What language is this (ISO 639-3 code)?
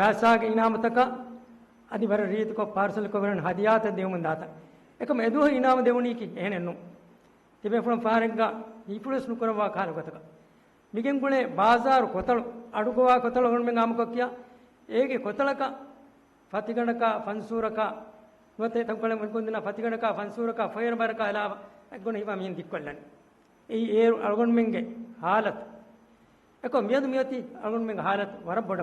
div